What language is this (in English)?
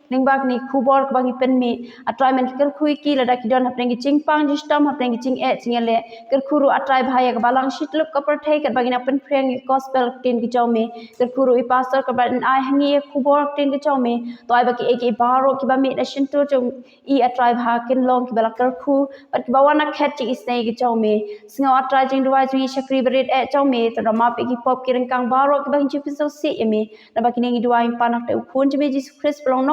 Khasi